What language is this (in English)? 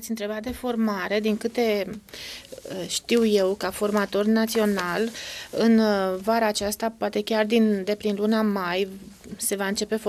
Romanian